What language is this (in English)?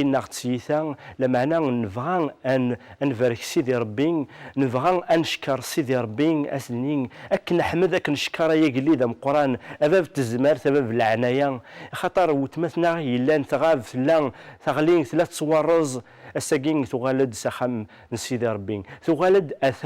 Kabyle